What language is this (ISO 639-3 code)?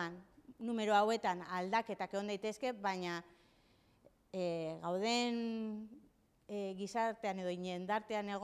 eus